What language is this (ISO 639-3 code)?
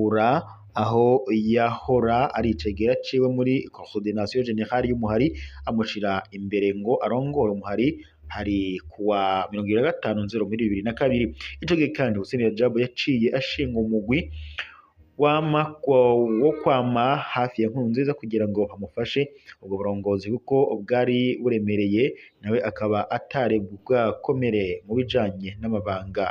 run